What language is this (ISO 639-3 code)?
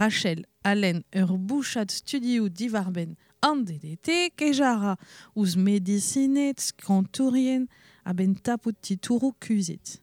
bre